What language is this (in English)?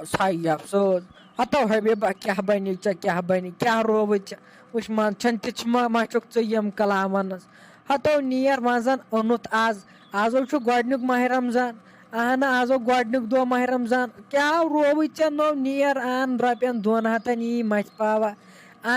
Kashmiri